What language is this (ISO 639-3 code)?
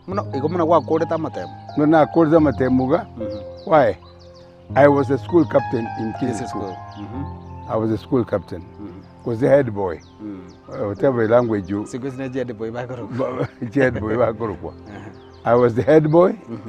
guz